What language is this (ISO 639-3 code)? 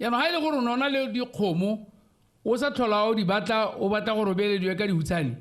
tsn